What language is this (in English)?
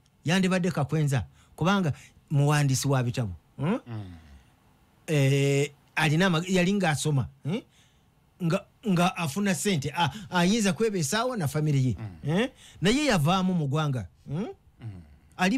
Ganda